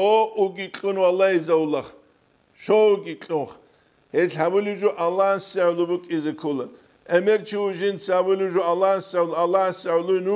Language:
Avaric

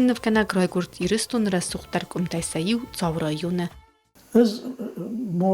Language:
Ossetic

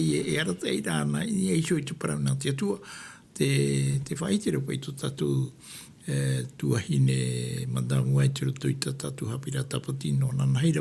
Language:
Tahitian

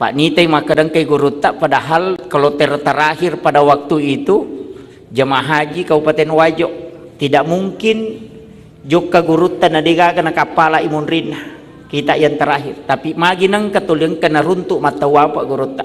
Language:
Buginese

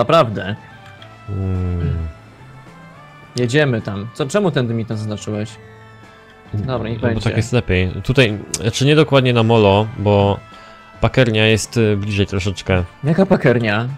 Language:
Polish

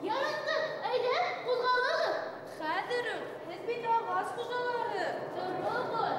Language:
Bashkir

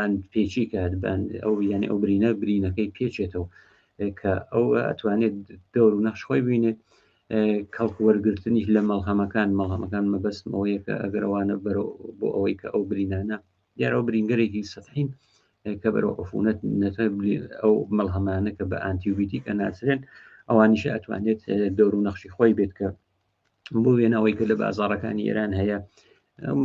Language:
Central Kurdish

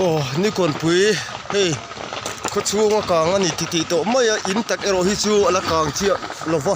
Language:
Mizo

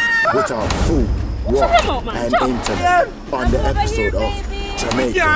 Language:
Jamaican Creole English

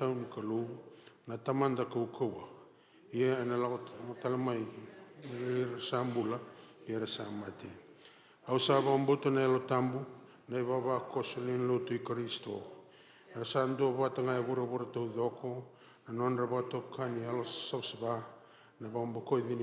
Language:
Fijian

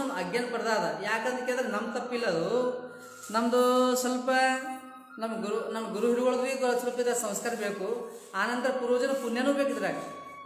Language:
Kannada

